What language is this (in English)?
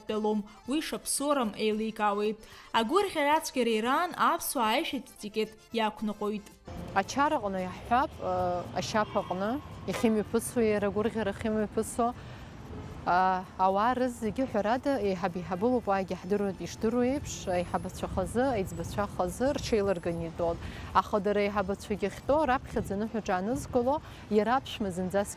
Abkhazian